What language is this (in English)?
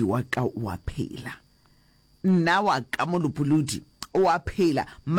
Northern Sotho